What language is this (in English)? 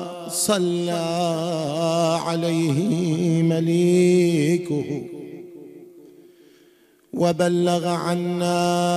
Arabic